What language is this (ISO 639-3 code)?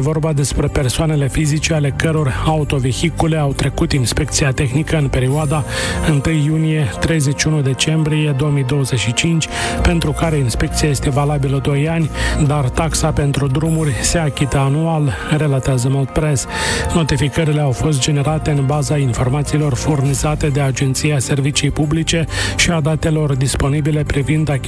ron